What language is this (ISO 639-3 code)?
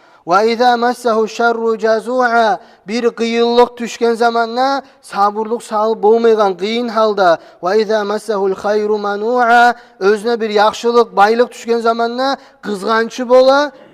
kum